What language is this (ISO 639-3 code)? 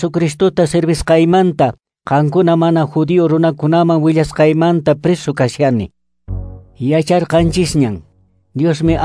que